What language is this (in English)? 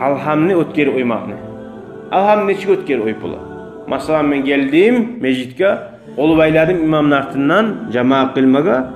Kumyk